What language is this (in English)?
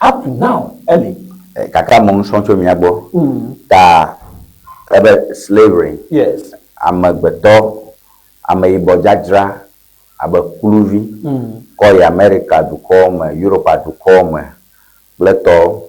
Ewe